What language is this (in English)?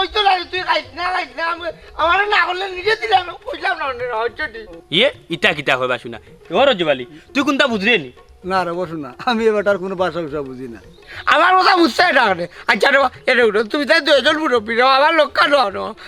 Sylheti